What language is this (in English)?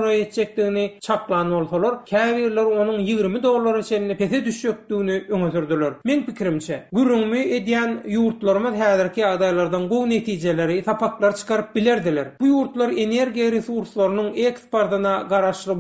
Turkmen